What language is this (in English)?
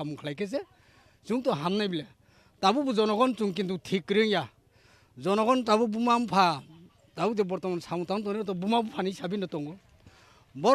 Kok Borok